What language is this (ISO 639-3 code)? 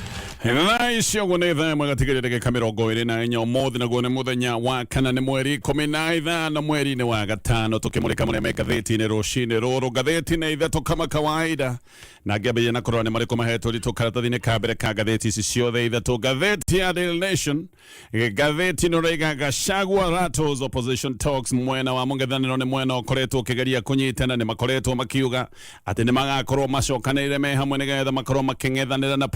kik